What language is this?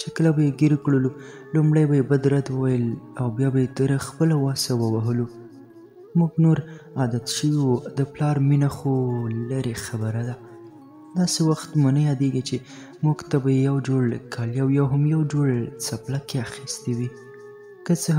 Pashto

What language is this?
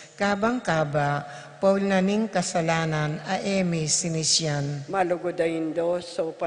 Pampanga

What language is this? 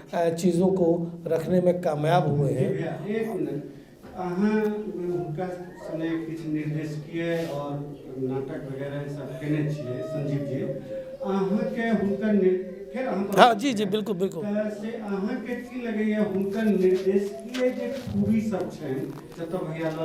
Maithili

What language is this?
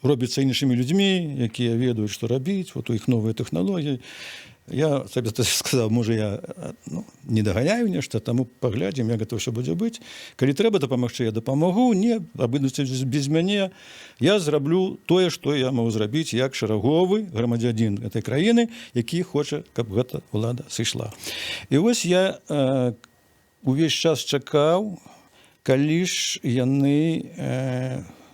Belarusian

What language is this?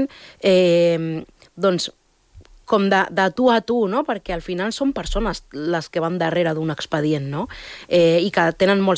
Catalan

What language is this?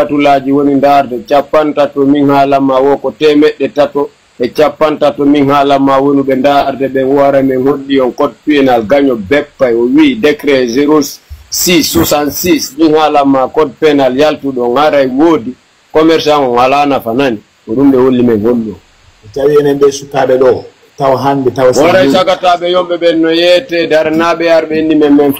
Fula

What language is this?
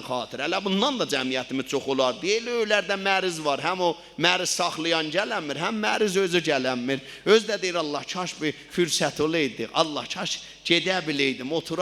South Azerbaijani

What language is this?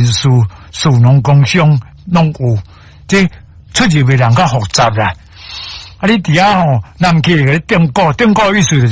Min Nan Chinese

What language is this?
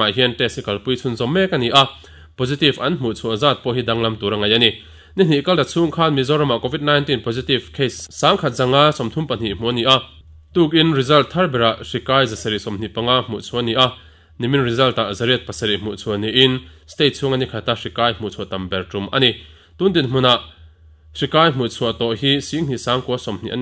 Mizo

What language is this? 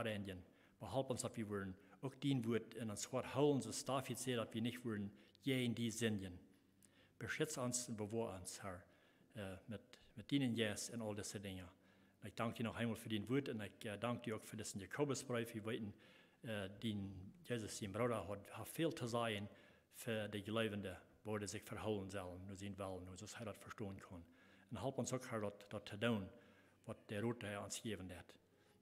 Plautdietsch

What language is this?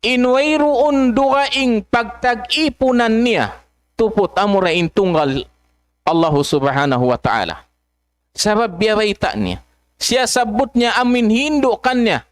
Tausug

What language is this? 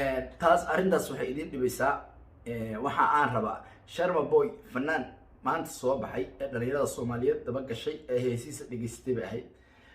Somali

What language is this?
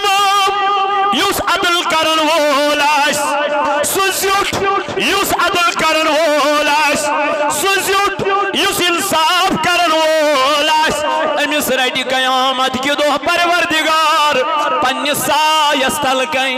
Kashmiri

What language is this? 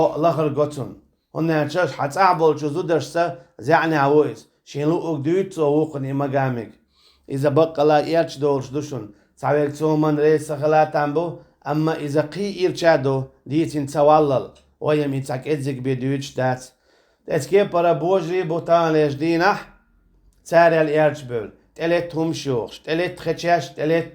Chechen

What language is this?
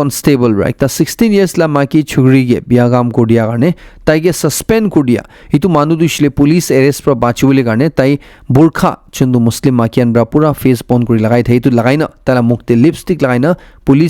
Naga Pidgin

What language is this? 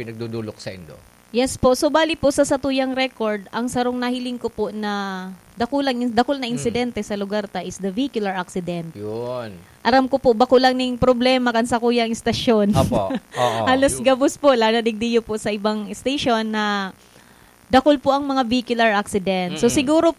Bikol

